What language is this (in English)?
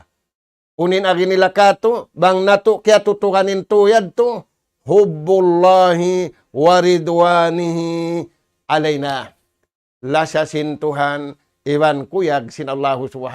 Tausug